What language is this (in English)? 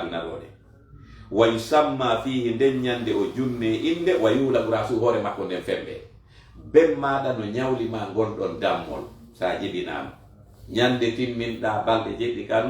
Fula